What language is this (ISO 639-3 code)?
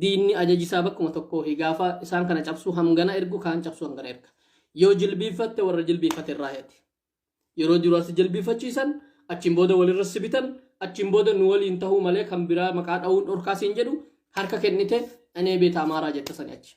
orm